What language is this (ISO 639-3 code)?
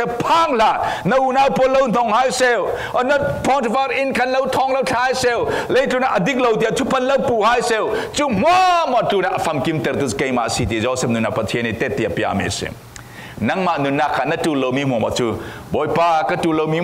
cfm